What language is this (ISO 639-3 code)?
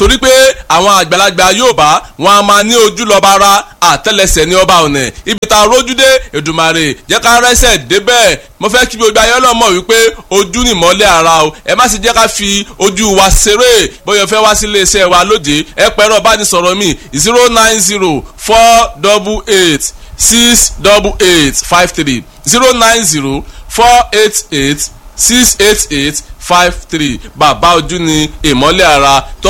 yor